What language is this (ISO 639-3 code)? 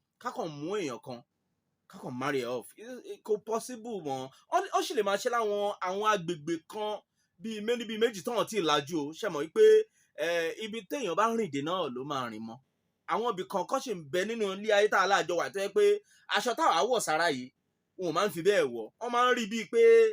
yor